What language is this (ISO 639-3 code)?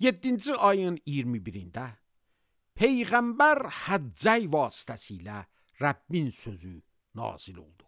aze